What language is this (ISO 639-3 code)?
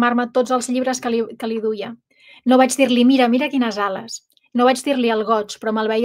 cat